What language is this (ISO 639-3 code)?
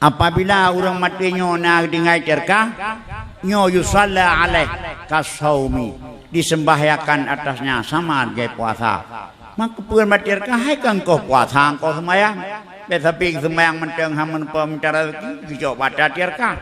ace